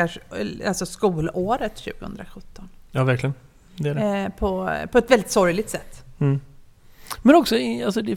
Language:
Swedish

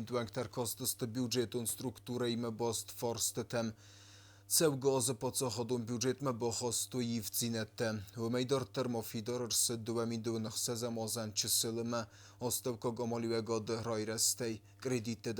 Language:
Ossetic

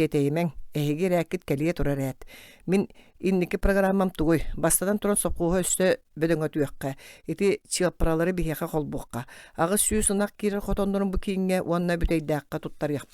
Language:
Yakut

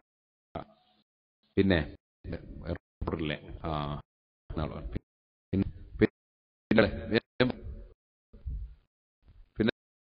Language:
Malayalam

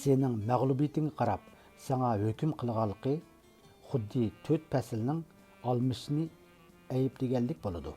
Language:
Uyghur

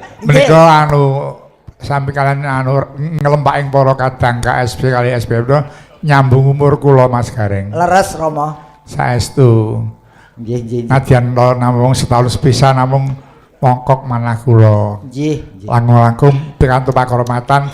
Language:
Javanese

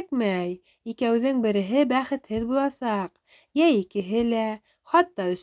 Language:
Bashkir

